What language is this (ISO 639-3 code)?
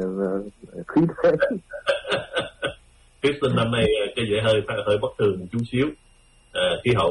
vie